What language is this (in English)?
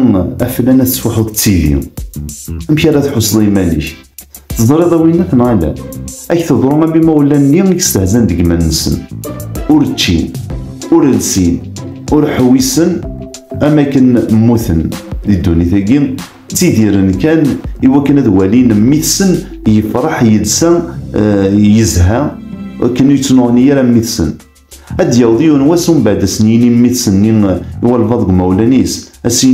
Kabyle